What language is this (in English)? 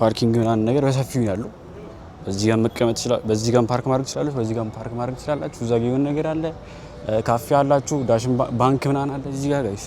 Amharic